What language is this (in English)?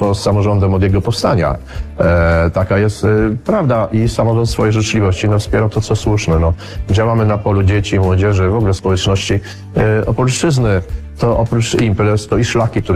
Polish